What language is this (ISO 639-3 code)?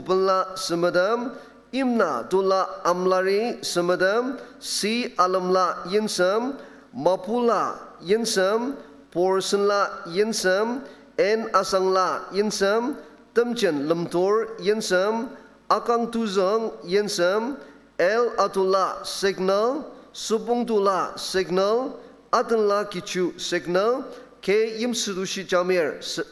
njo